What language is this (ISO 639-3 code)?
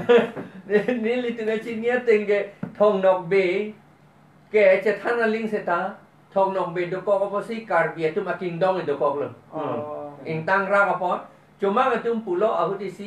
mjw